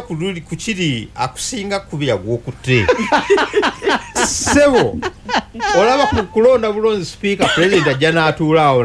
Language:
Ganda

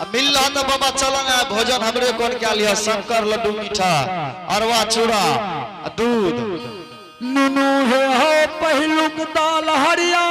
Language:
Angika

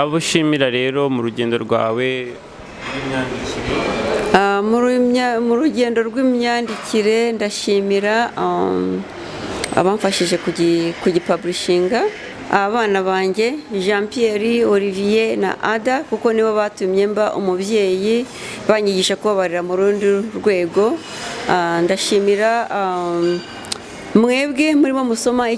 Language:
Kinyarwanda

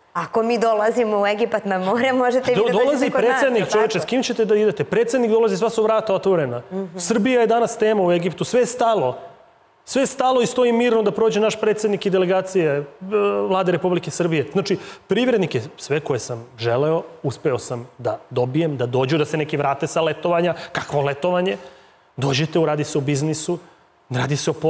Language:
Serbian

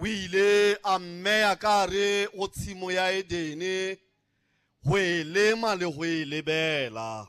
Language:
Southern Sotho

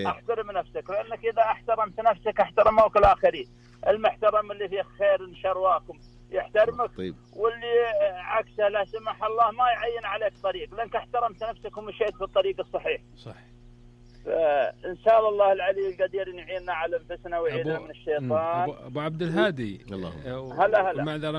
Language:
Najdi Arabic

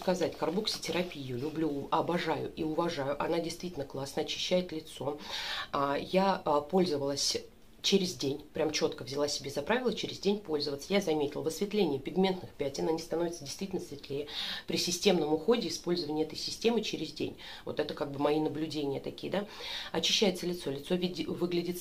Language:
Russian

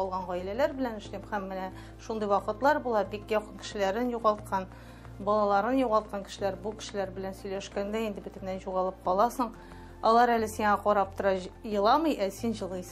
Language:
Tatar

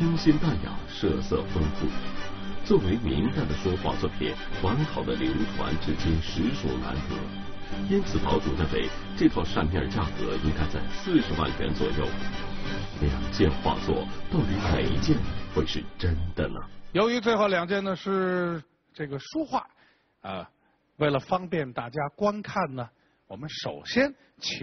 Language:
Chinese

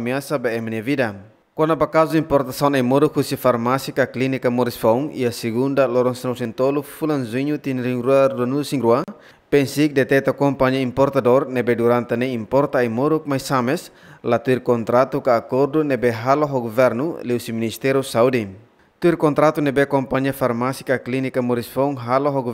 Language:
Tetum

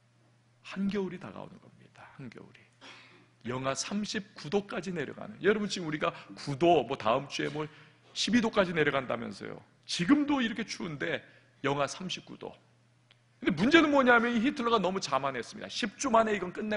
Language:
Korean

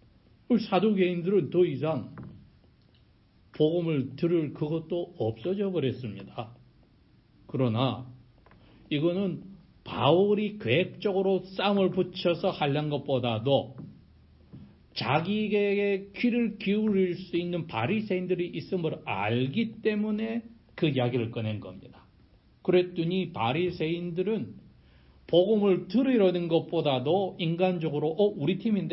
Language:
Korean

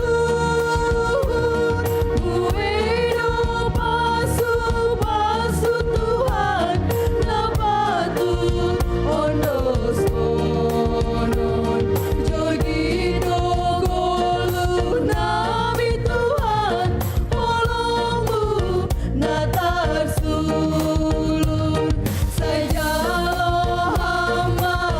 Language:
Batak Simalungun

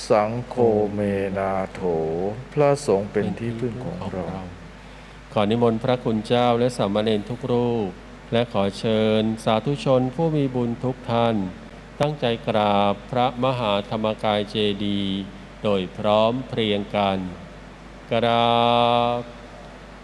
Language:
Thai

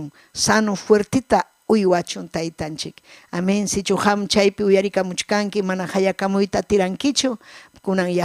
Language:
Ayacucho Quechua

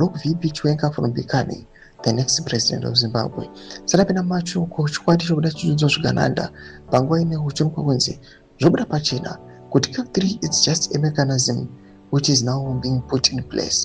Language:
Shona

